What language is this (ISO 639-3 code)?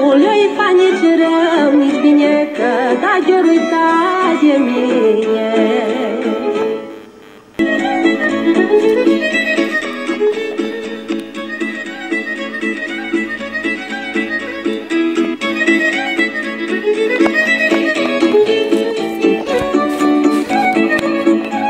ron